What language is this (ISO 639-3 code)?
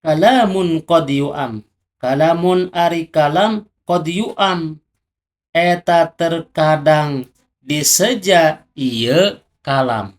sun